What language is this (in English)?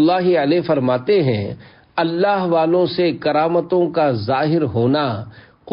Urdu